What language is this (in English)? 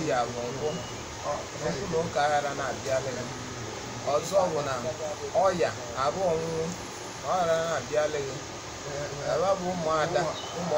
Igbo